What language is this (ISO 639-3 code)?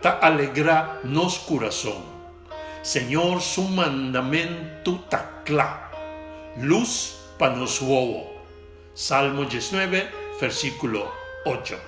pap